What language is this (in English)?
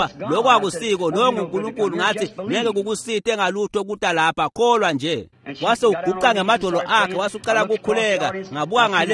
Swati